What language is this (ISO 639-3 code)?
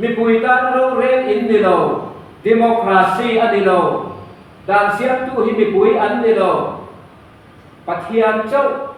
lus